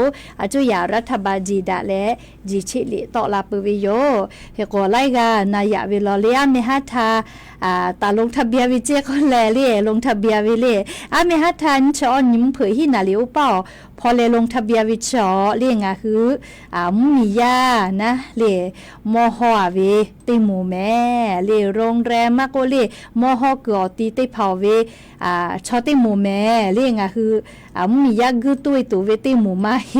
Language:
Lahu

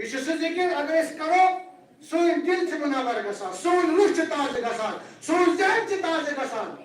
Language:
Kashmiri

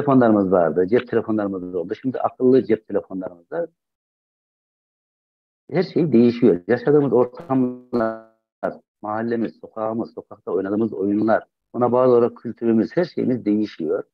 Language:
Turkish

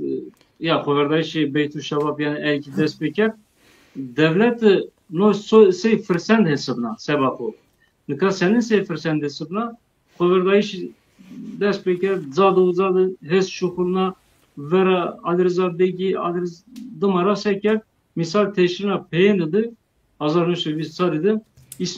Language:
Zaza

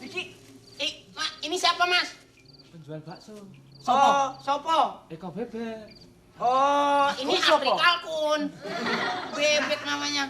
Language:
Betawi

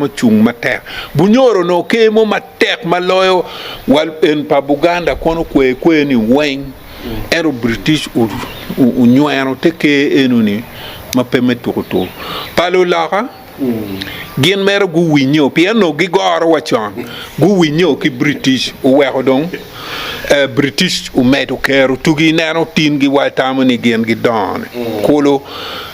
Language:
Acoli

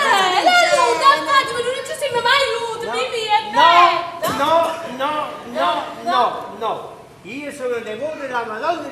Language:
Neapolitan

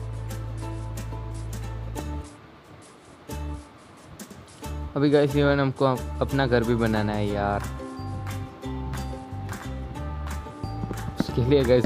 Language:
Hindi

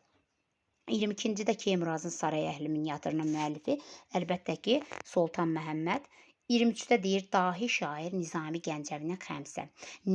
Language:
Azerbaijani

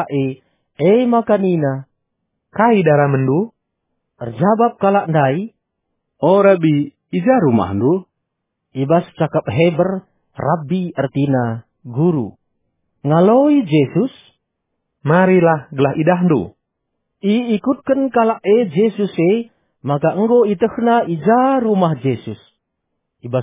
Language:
Batak Karo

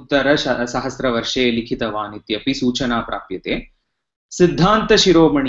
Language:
Sanskrit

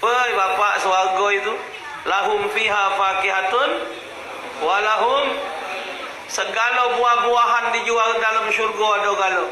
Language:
Musi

